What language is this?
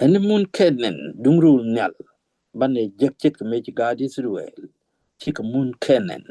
Nuer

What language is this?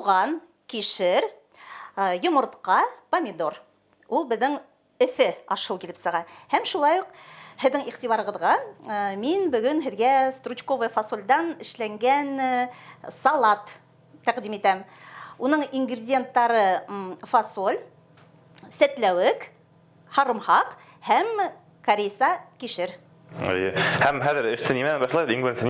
Bashkir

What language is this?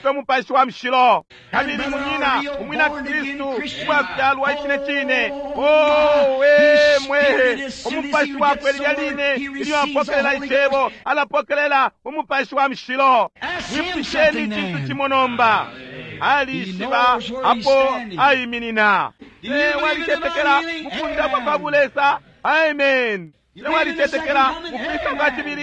Bemba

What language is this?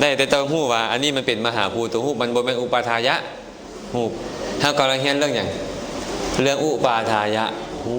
Lao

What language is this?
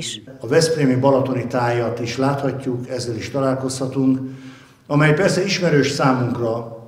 Hungarian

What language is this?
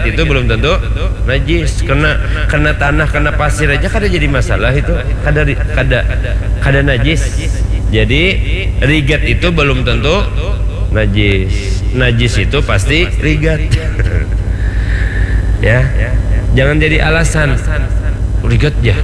Banjar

